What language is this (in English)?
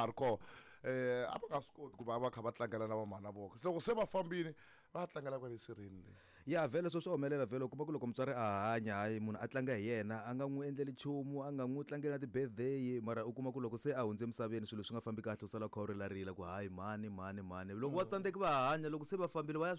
Tsonga